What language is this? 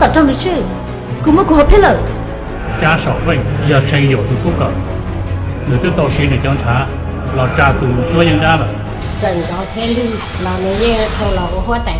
Hmong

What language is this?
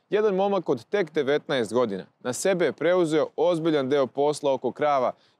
Serbian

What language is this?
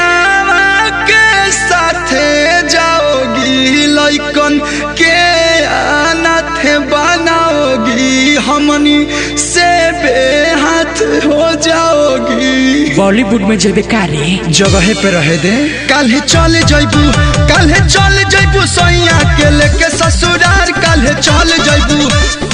Bhojpuri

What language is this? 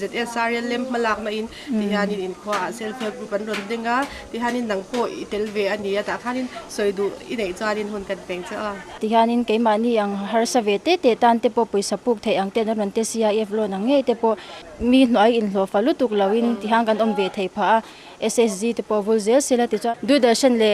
Mizo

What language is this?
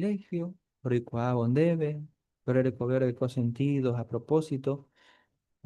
Guarani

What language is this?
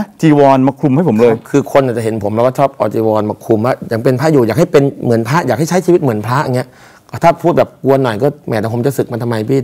Thai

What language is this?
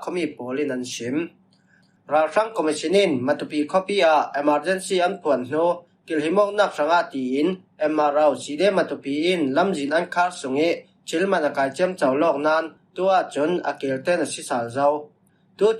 Falam Chin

